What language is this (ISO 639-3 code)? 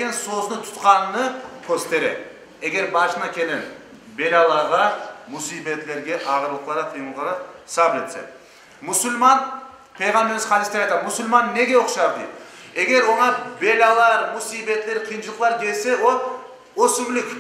crh